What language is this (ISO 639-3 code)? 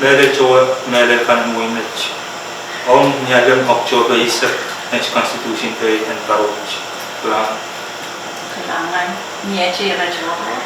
pon